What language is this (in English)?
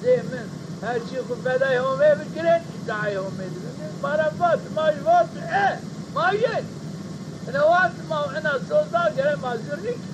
Zaza